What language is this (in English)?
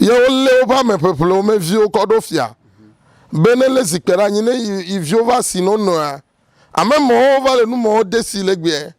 Ewe